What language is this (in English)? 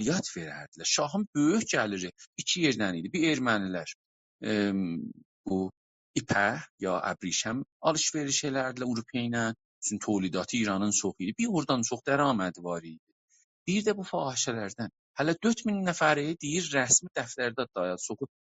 South Azerbaijani